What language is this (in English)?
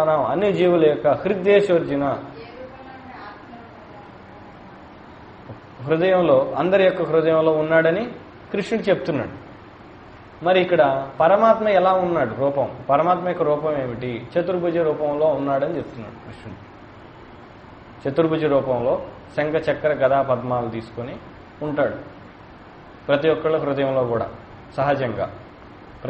Telugu